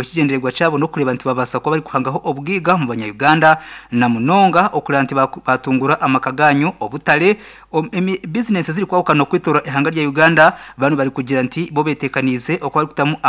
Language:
Nyankole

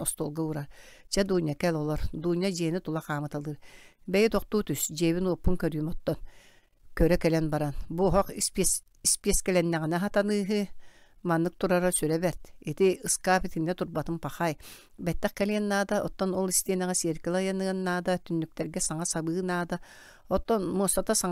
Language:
Yakut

